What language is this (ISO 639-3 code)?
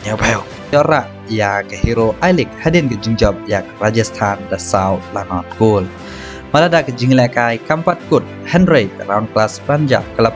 kha